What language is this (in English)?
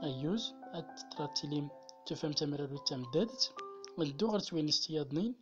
Central Atlas Tamazight